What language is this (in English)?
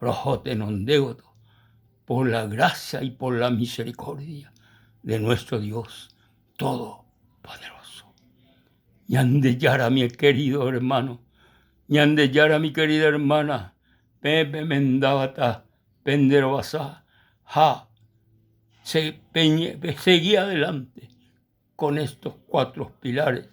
Guarani